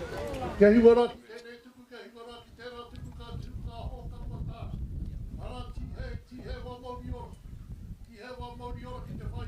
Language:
Māori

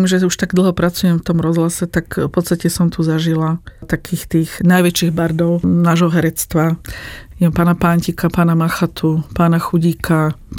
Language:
Slovak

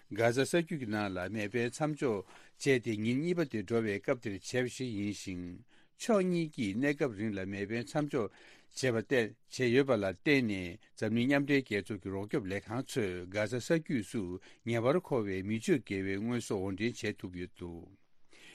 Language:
Tibetan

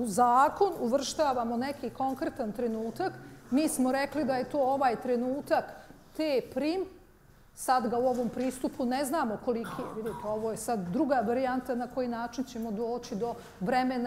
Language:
Bosnian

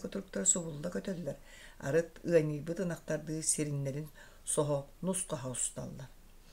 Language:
Yakut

